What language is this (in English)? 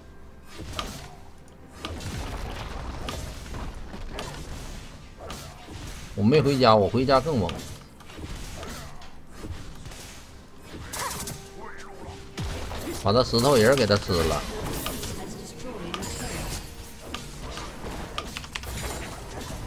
Chinese